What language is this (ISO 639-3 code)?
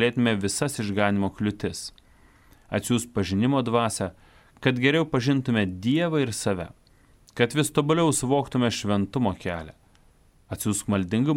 lit